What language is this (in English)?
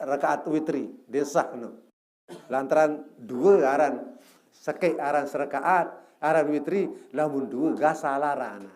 Sasak